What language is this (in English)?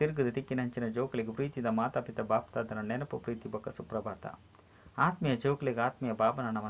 Tulu